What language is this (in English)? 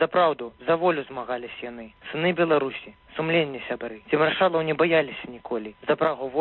Belarusian